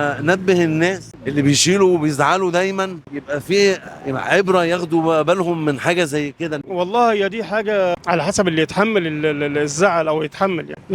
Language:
Egyptian Arabic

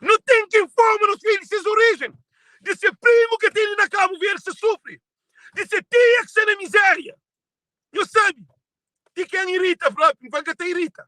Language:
Kabuverdianu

